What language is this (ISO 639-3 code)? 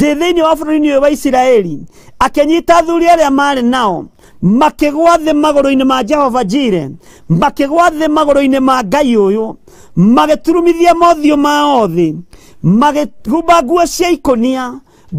kik